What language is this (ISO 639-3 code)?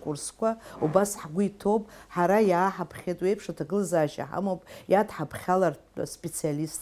abk